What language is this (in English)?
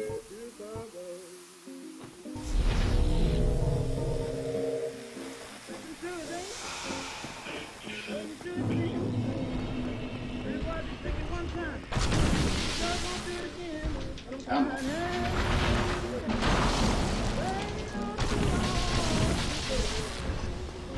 English